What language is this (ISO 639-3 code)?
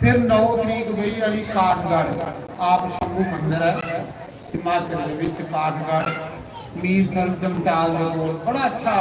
doi